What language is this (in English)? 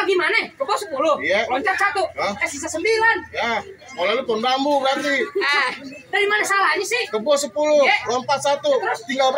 Betawi